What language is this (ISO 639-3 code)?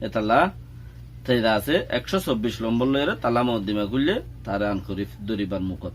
rhg